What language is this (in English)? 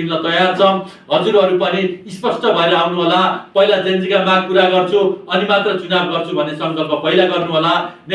Nepali